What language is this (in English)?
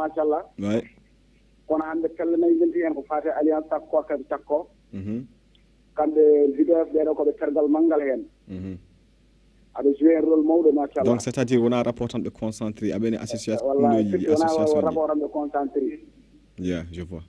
Fula